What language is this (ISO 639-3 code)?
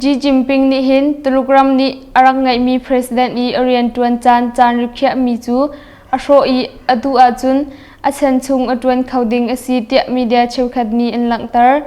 cnh